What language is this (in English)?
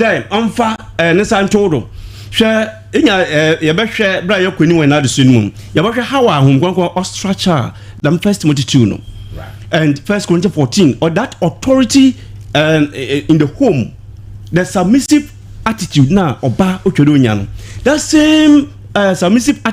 Akan